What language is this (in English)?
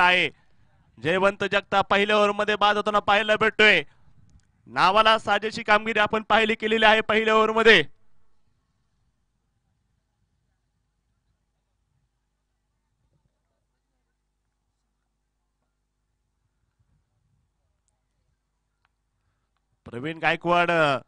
Marathi